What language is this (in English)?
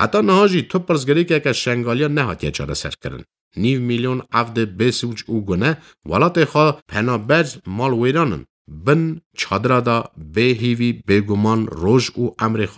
Kurdish